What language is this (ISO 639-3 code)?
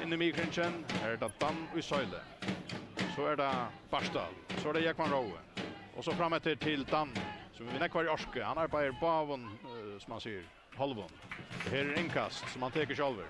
fao